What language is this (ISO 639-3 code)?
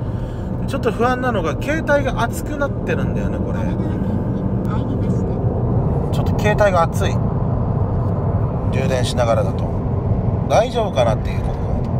jpn